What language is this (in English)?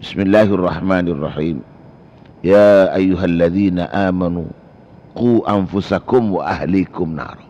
Madurese